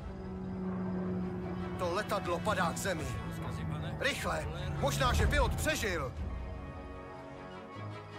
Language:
Czech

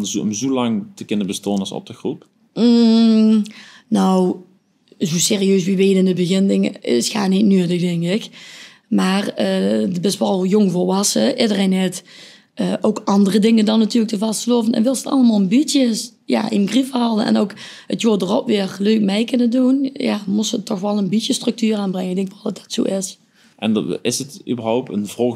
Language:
Limburgish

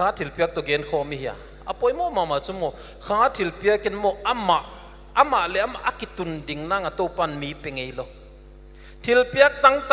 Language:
Paite Chin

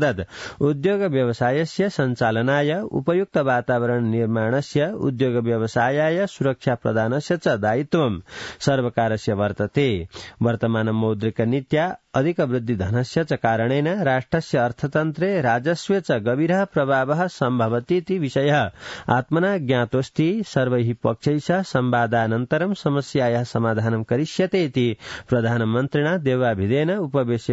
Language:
Sanskrit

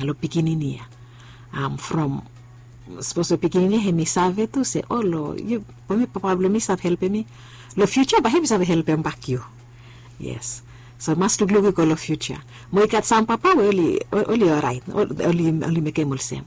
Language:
Bislama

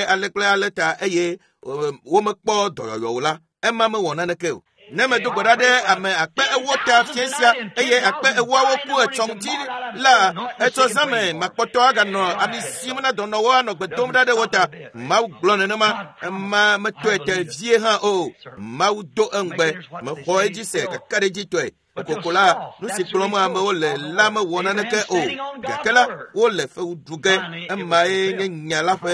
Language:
Ewe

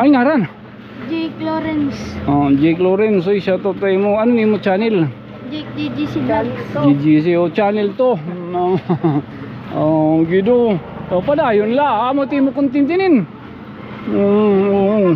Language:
Waray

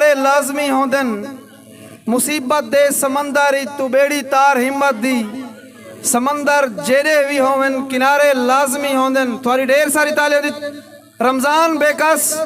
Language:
Saraiki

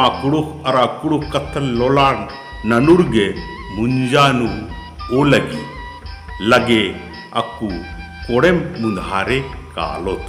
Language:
Kurukh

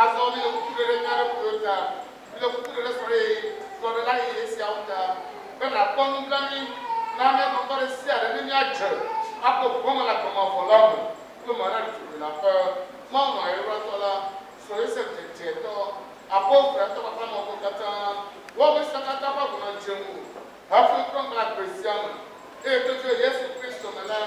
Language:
Ewe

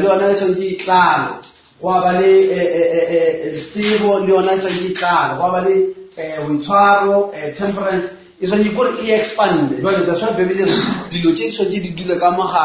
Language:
Northern Sotho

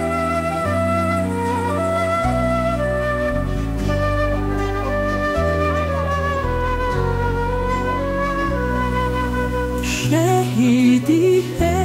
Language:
Bosnian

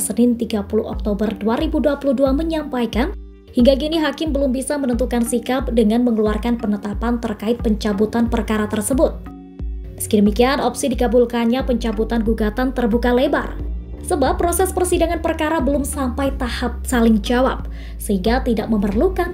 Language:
Indonesian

